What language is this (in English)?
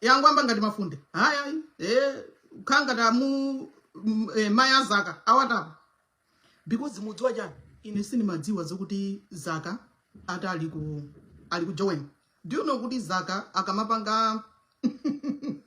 Nyanja